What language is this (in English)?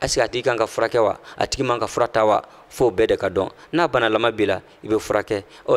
Bambara